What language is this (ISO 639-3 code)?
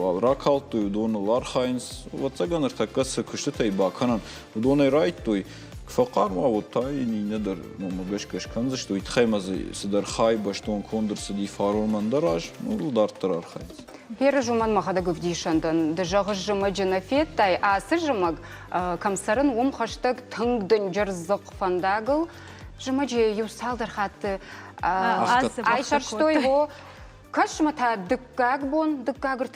oss